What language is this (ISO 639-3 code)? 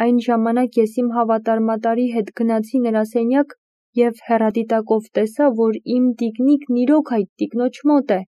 hye